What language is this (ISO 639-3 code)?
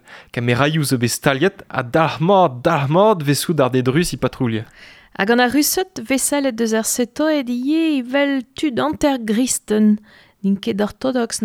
bre